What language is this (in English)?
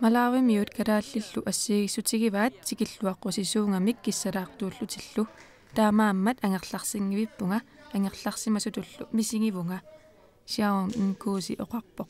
Kalaallisut